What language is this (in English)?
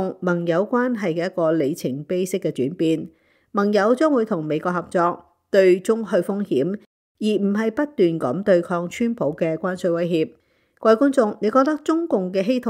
Cantonese